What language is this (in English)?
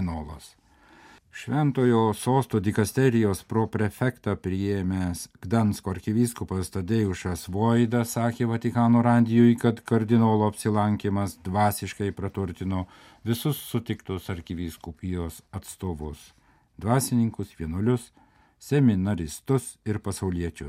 Lithuanian